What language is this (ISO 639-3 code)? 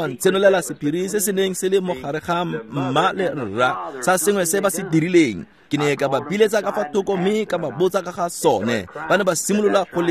tsn